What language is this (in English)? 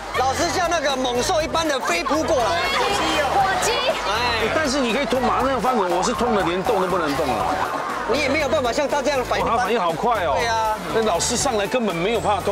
Chinese